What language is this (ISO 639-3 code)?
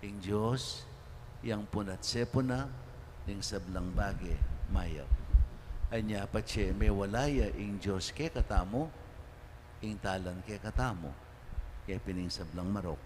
pam